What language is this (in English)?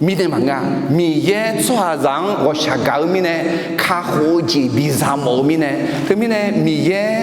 Akha